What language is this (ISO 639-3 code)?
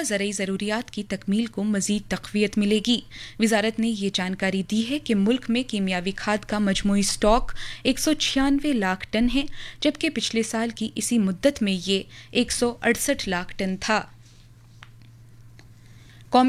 urd